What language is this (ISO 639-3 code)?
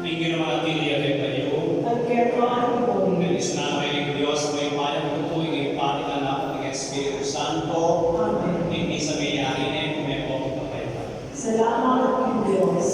pam